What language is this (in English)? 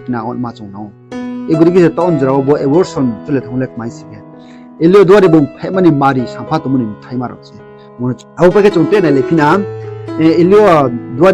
Riang (India)